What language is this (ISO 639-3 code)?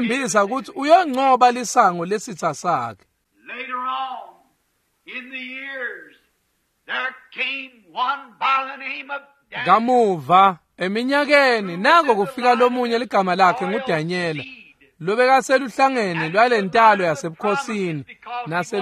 ssw